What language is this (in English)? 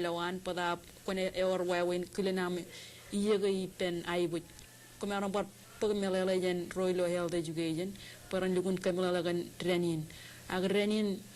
Marshallese